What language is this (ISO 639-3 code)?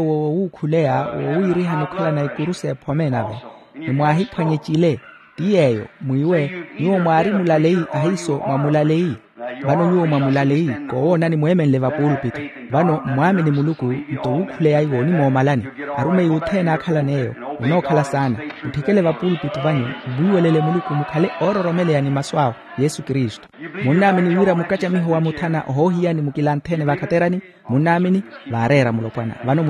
vmw